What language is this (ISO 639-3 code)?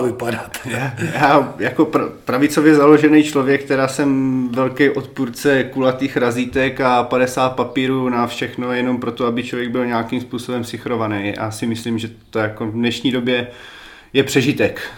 ces